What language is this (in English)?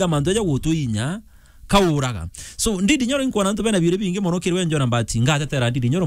Meru